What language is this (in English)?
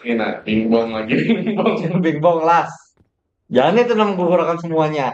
Banjar